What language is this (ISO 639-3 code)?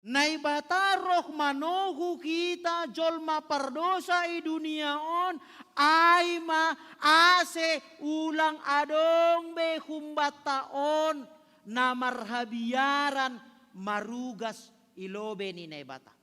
bts